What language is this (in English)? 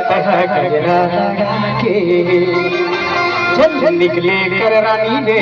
Chhattisgarhi